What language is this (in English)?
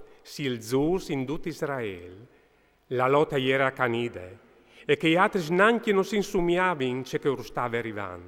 Friulian